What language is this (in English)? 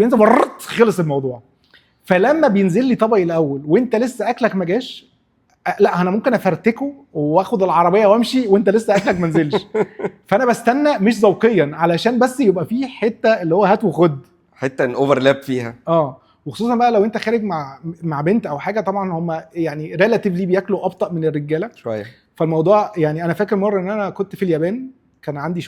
Egyptian Arabic